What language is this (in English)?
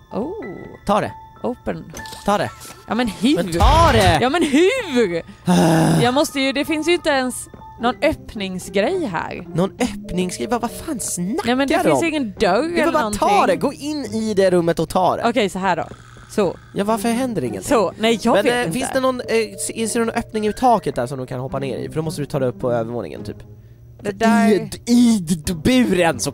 Swedish